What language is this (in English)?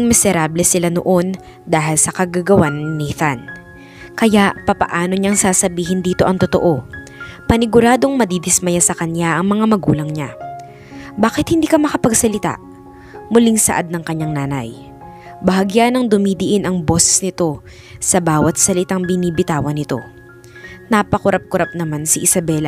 Filipino